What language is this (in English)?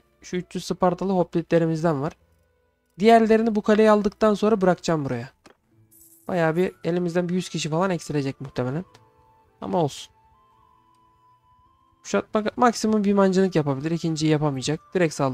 Turkish